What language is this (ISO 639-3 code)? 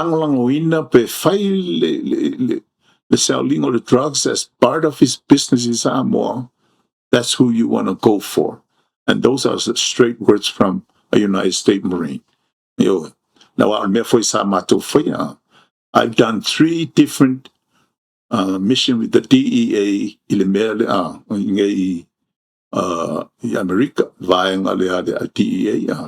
smo